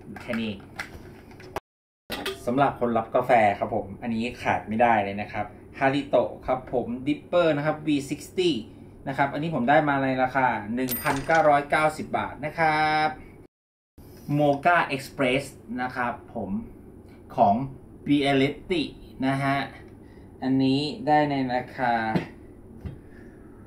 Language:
Thai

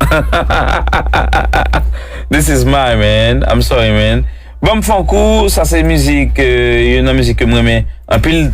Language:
Haitian Creole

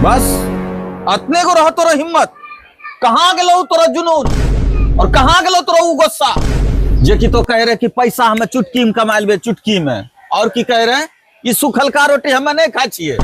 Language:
Angika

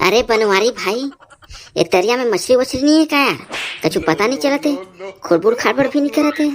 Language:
Chhattisgarhi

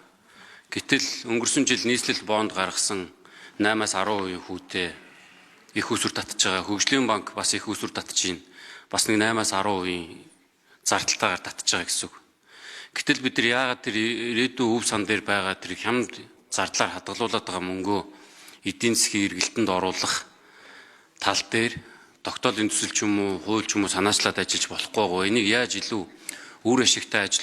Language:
Mongolian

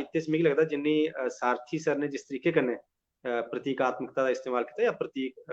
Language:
Dogri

